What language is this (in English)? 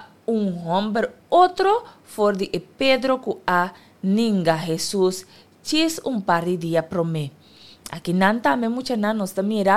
Papiamento